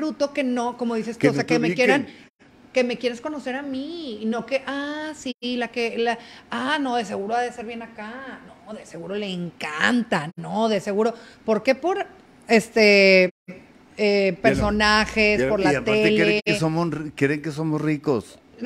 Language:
Spanish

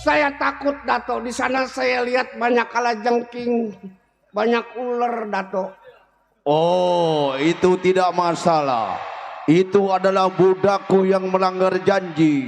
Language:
Betawi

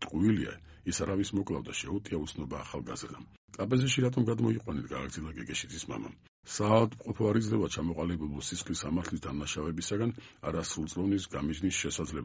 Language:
Georgian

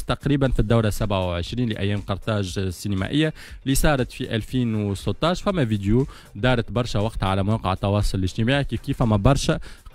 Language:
Tunisian Arabic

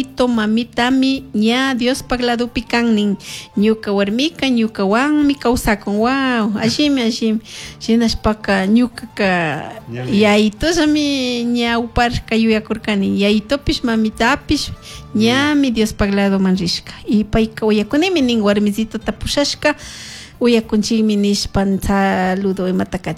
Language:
Chimborazo Highland Quichua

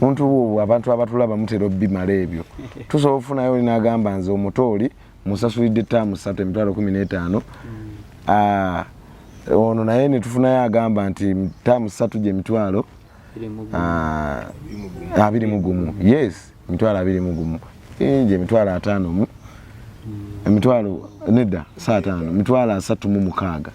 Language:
Ganda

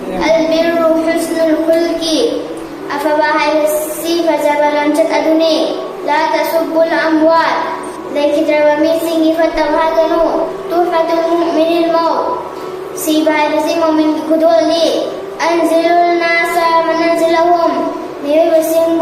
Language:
Manipuri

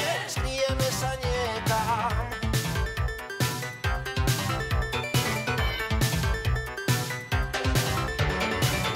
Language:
Slovak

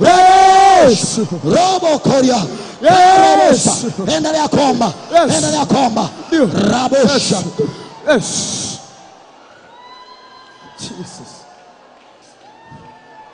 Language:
Swahili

